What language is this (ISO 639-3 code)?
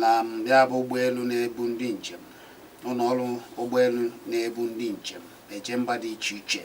ibo